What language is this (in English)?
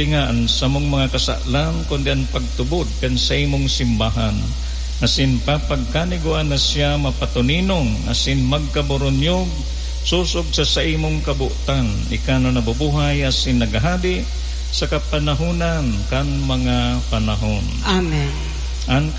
Bikol